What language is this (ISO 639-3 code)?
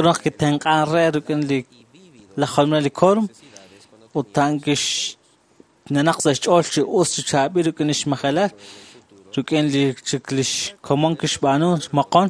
kek